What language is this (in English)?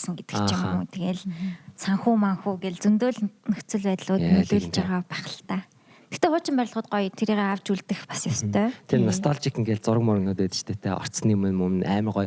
Mongolian